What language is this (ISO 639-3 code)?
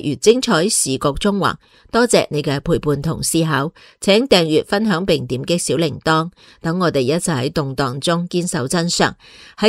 yue